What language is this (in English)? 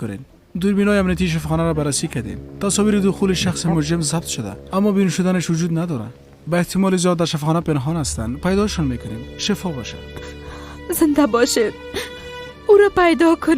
Persian